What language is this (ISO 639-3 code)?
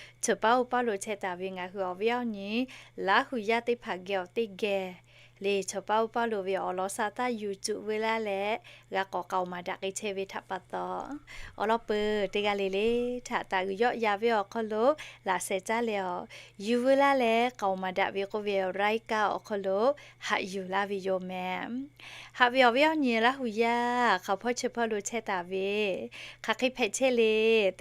lhu